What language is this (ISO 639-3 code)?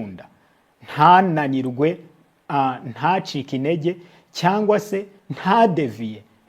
kin